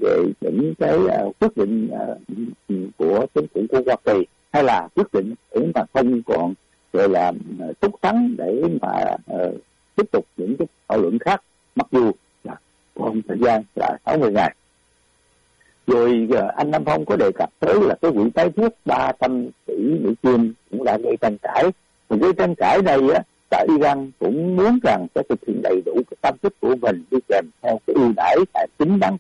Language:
Vietnamese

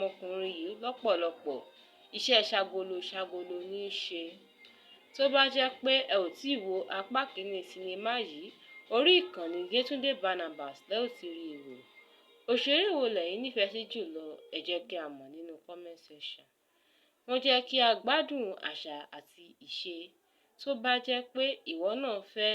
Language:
Yoruba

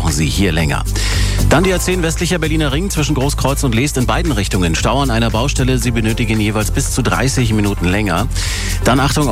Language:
German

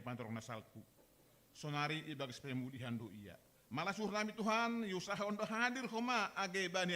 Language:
Batak Simalungun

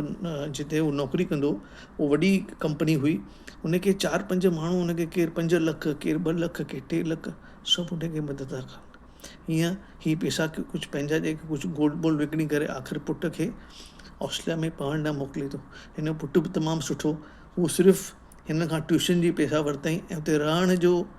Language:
Sindhi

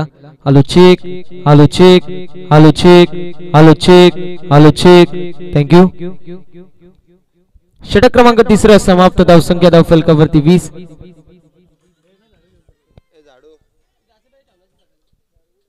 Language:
Marathi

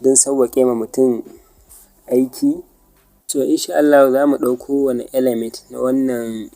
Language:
Hausa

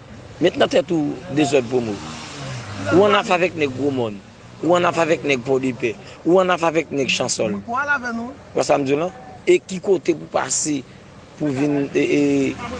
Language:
Haitian Creole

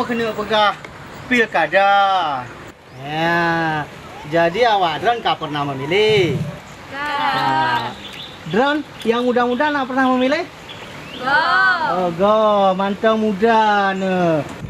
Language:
Achinese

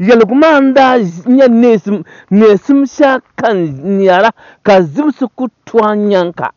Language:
Dagbani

